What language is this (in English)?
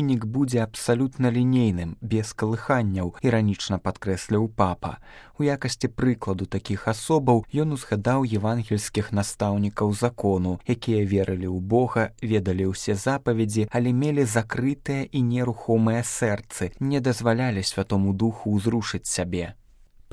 Belarusian